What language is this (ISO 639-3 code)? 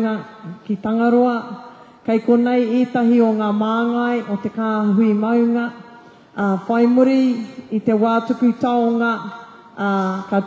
mri